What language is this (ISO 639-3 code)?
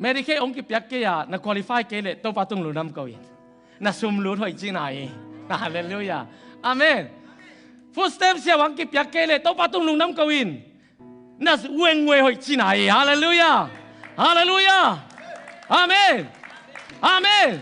ctd